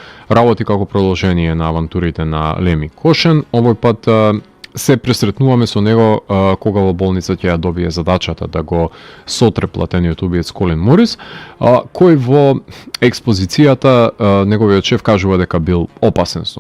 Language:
Macedonian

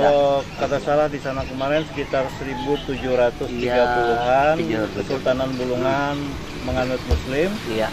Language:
Banjar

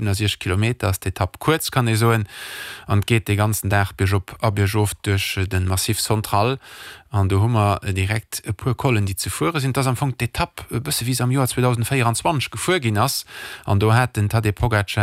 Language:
Luxembourgish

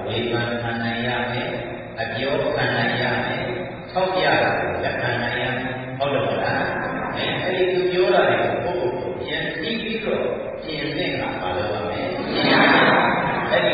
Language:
Burmese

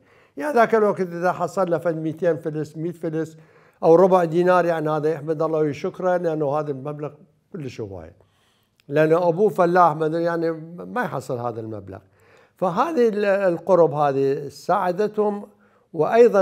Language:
Mesopotamian Arabic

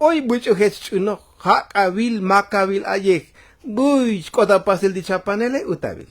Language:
Tzotzil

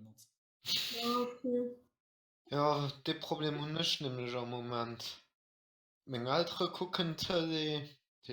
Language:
Luxembourgish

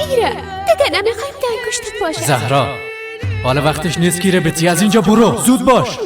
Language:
Persian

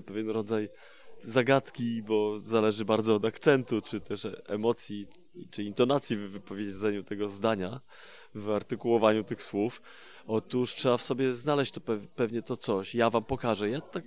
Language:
Polish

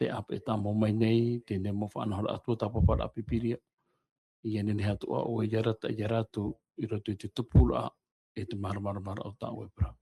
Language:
Tahitian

